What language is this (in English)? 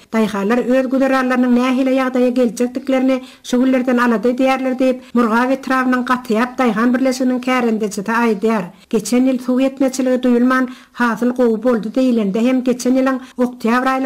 Turkmen